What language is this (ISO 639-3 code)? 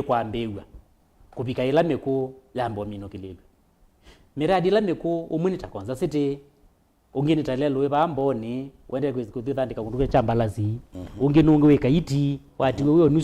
kam